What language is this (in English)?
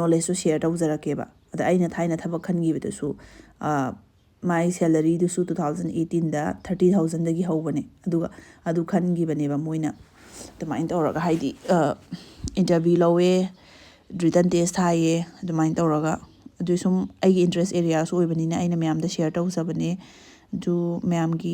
Manipuri